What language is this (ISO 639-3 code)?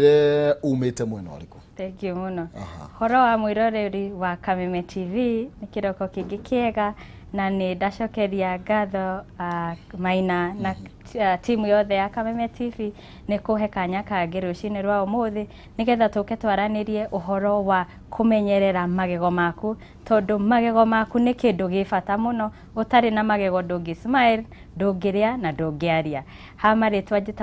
kik